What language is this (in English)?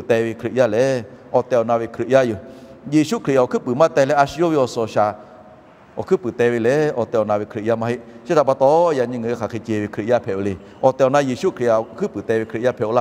Lahu